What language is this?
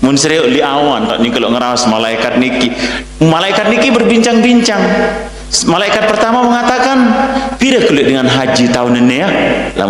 Sasak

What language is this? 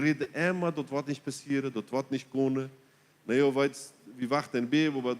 Plautdietsch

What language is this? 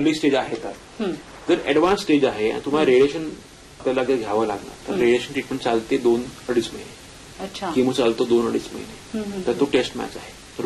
Marathi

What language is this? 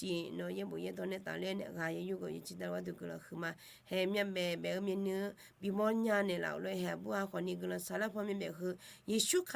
Akha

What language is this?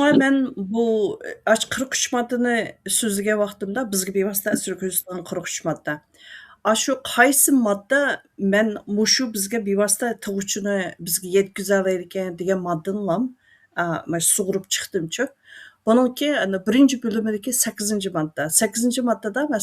Uyghur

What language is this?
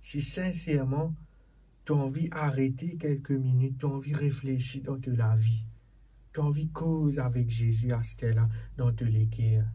Morisyen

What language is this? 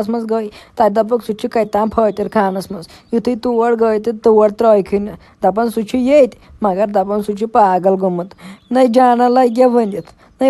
Kashmiri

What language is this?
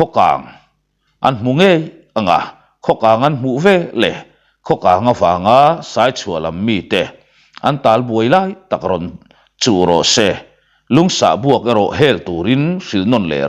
Mizo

